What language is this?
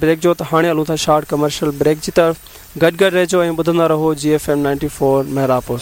Sindhi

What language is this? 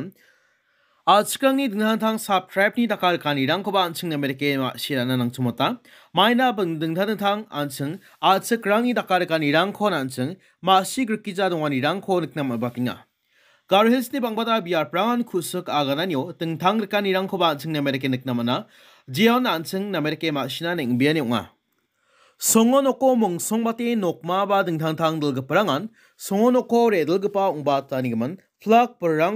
Garo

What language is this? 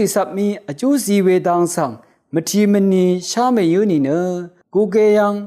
Rawang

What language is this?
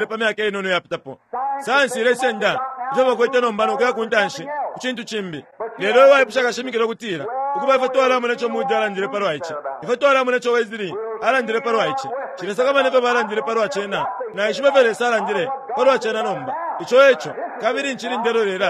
Bemba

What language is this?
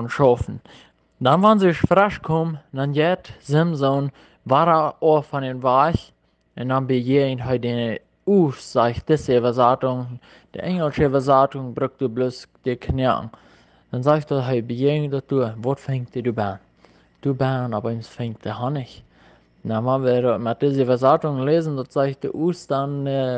Plautdietsch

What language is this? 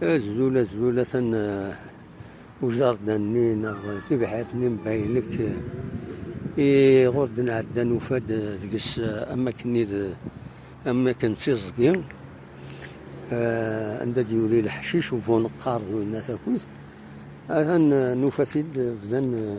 Kabyle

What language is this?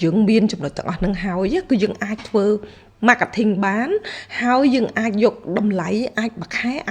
Khmer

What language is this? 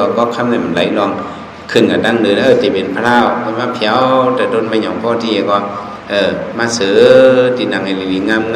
Shan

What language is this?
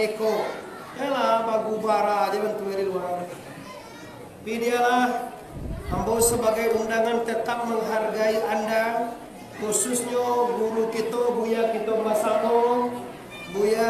Minangkabau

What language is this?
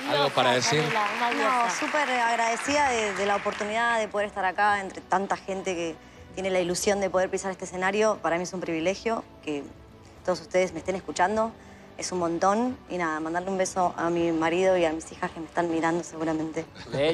Spanish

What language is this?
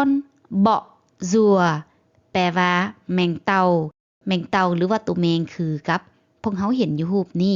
Lao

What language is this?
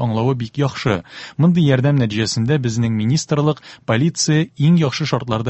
Tatar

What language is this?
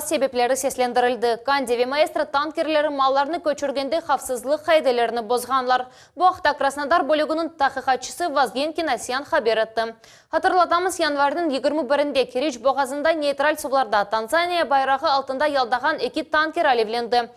Crimean Tatar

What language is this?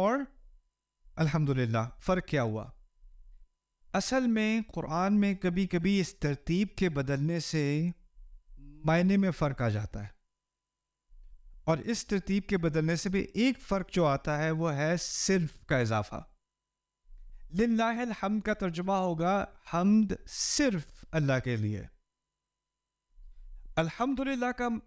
Urdu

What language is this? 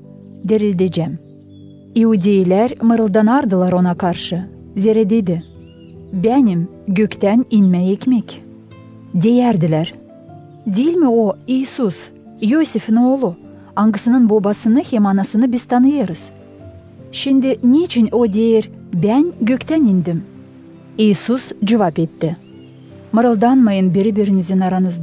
Gagauz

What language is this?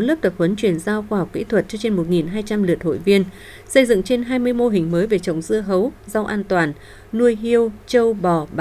Vietnamese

